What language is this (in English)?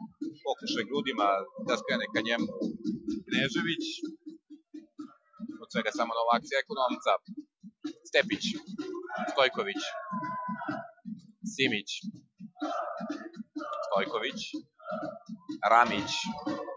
Serbian